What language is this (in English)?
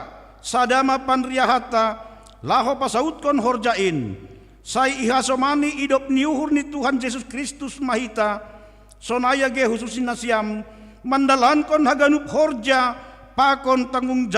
Batak Simalungun